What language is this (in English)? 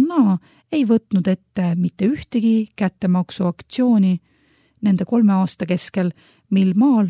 Estonian